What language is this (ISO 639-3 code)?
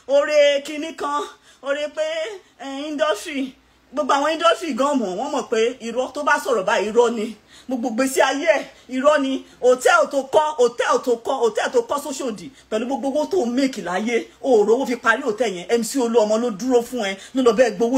yor